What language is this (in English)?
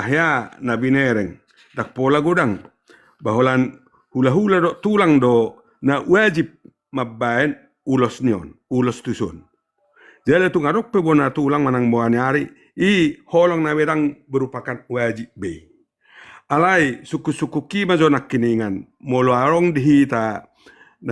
Batak Toba